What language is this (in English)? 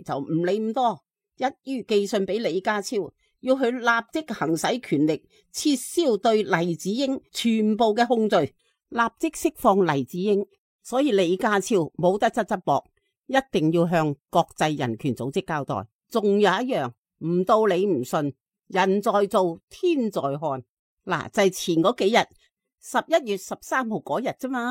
Cantonese